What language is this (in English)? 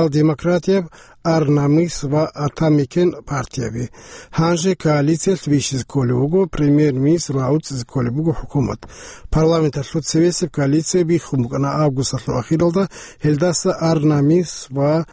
Avaric